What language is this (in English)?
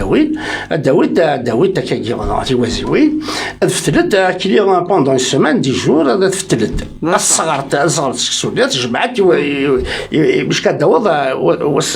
Kabyle